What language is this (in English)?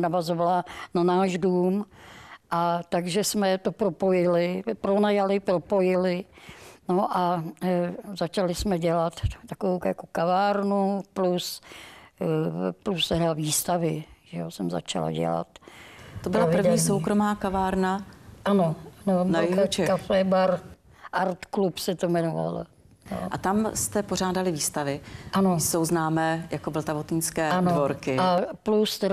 Czech